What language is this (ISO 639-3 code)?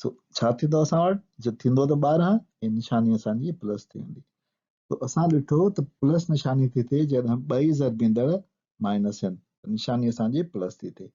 snd